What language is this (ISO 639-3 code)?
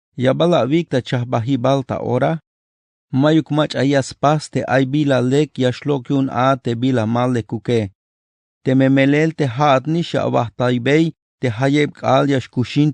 tzh